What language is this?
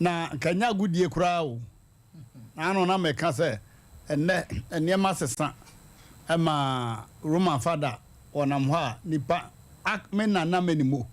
Akan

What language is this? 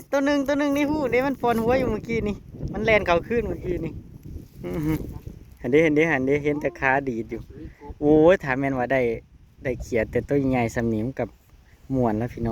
Northeastern Thai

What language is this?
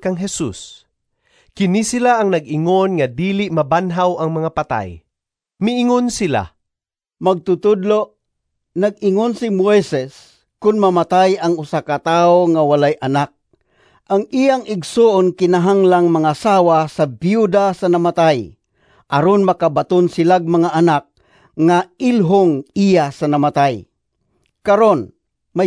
Cebuano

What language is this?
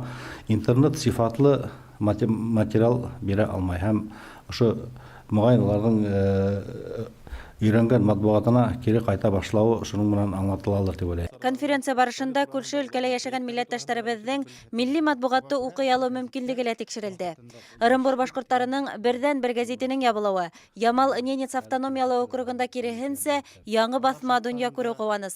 Bashkir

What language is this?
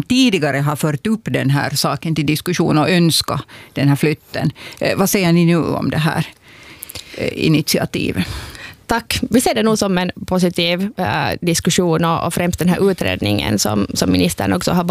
Swedish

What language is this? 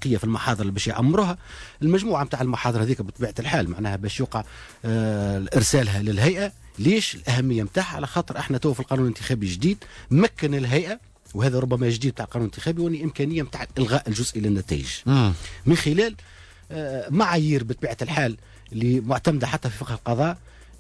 Tunisian Arabic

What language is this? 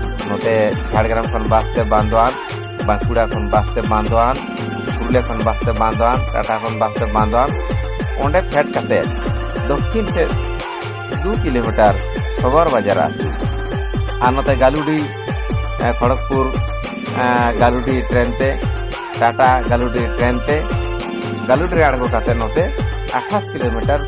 Santali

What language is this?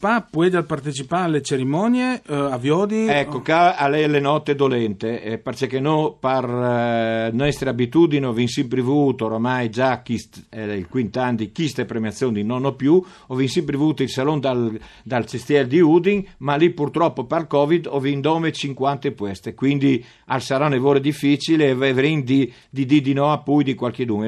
Friulian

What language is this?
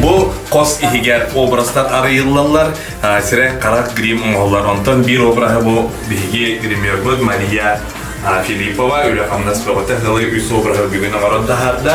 Yakut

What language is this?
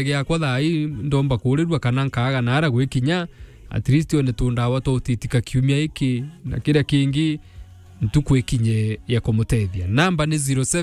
Meru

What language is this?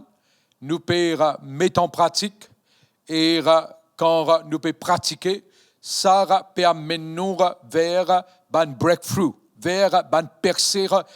Morisyen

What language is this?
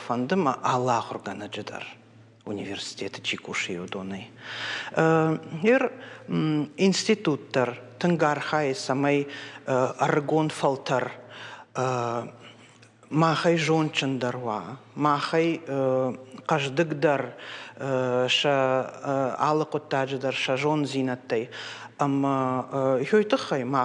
Ossetic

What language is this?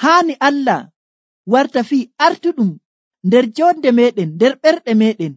Nigerian Fulfulde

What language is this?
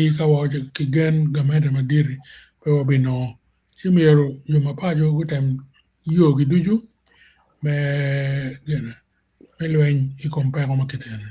Acoli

